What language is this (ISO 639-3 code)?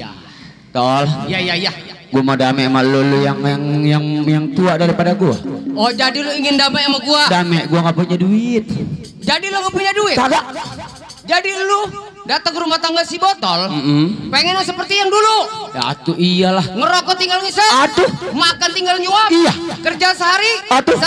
bew